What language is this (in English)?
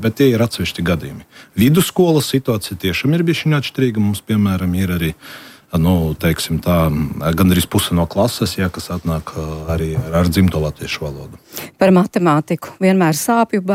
Latvian